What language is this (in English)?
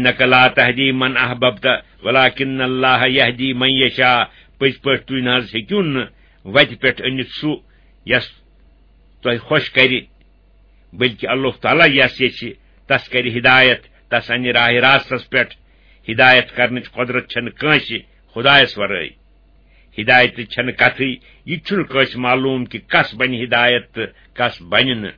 Kashmiri